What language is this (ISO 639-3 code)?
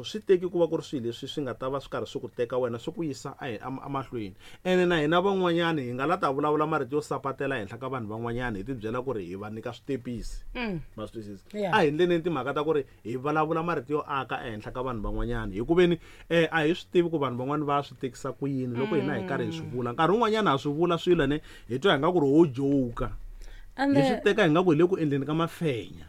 tso